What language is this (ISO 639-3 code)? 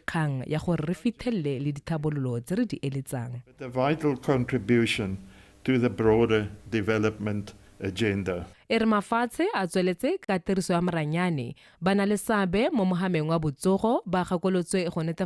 tsn